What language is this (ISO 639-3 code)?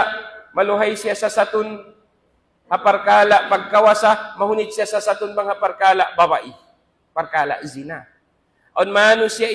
tsg